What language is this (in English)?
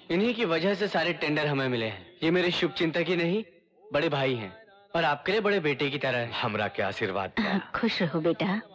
Hindi